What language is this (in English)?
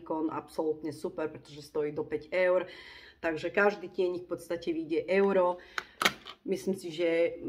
Slovak